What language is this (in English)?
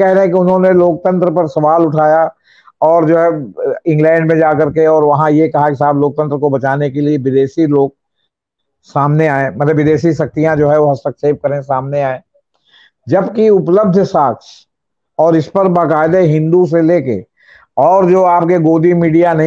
Hindi